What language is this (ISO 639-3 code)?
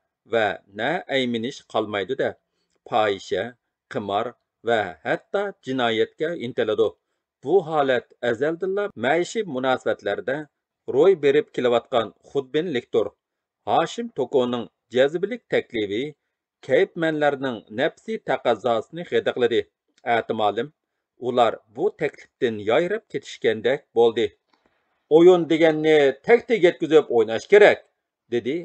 uig